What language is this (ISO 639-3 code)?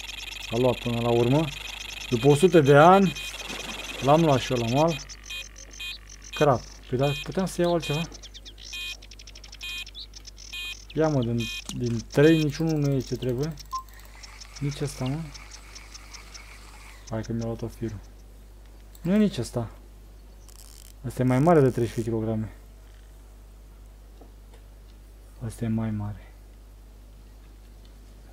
ron